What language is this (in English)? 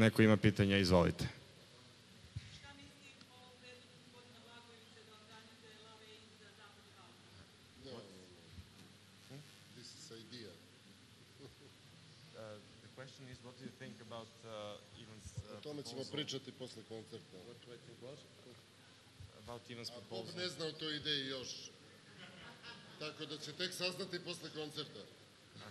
Serbian